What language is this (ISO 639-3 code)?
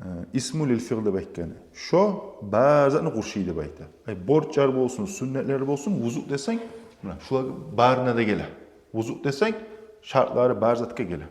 kum